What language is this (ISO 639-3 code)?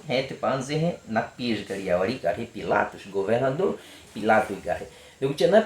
bwi